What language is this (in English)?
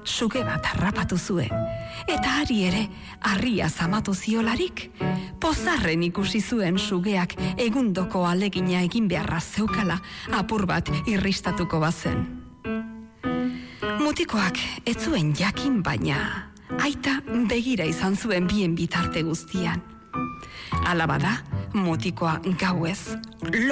Basque